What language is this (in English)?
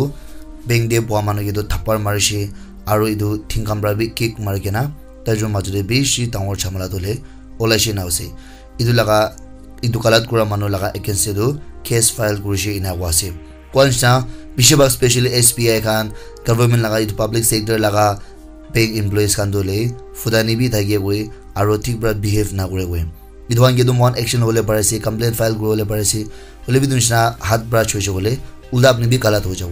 Naga Pidgin